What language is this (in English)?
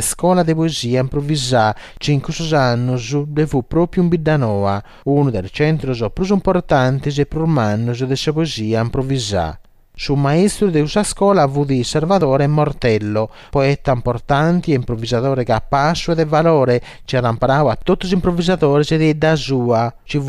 Sardinian